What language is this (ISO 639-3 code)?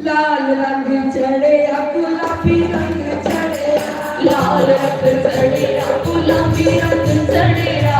doi